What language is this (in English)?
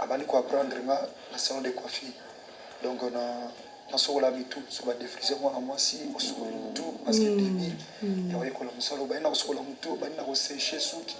Lingala